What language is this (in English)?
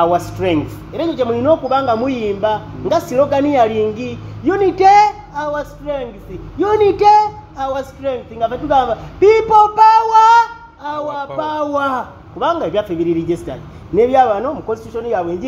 Ganda